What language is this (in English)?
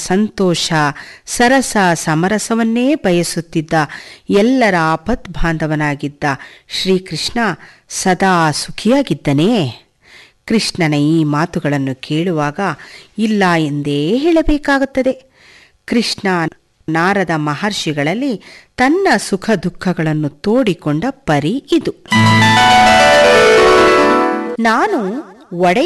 Kannada